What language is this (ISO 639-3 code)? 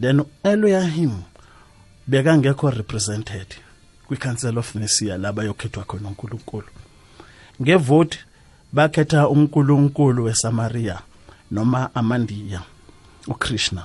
nbl